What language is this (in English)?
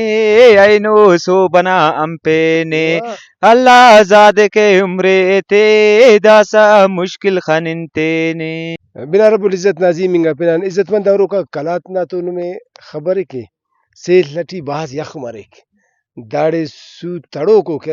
Brahui